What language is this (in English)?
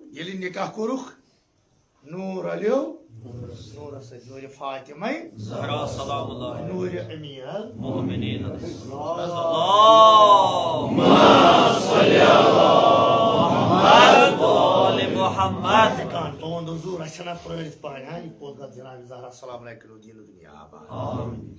Kashmiri